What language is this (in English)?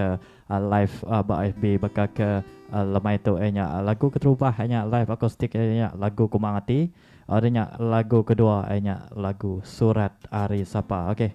Iban